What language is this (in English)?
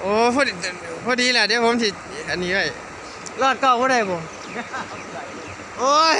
Northeastern Thai